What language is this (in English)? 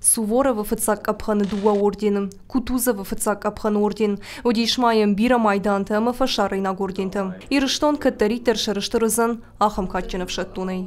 Ossetic